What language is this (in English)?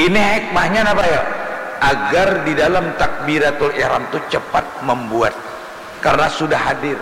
Banjar